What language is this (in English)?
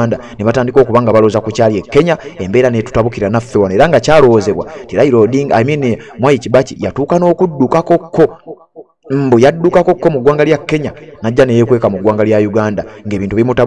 Ganda